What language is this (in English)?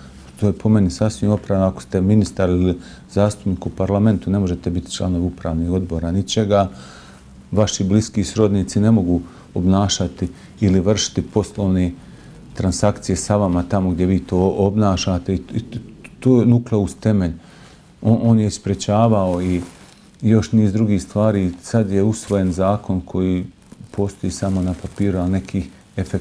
Bosnian